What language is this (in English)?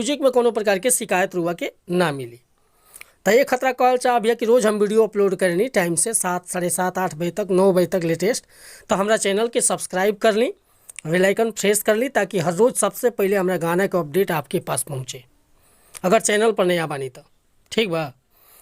Bhojpuri